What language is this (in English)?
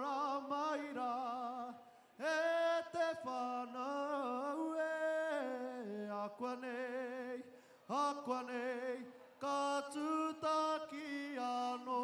Māori